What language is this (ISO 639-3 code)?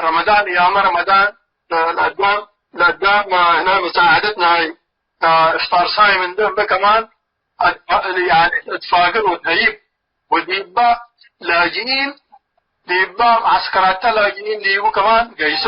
tig